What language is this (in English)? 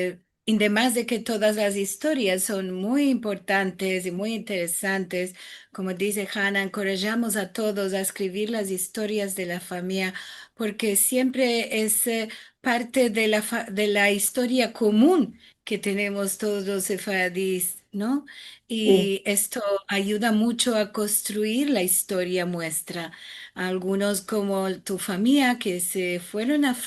Ladino